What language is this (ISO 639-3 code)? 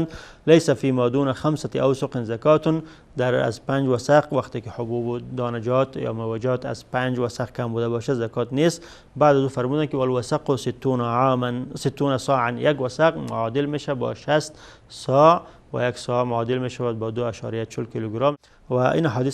fas